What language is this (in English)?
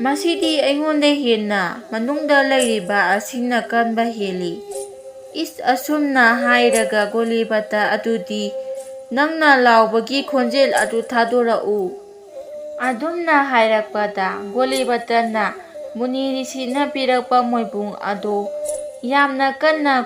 Manipuri